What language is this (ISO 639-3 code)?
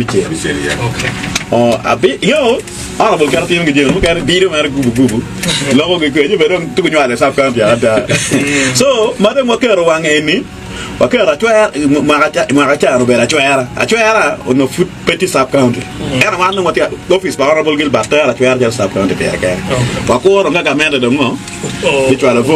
ach